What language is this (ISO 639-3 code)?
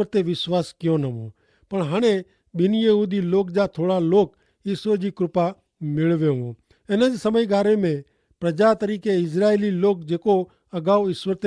kfr